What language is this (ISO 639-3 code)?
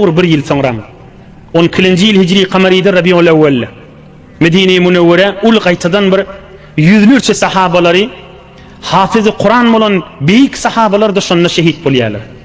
tuk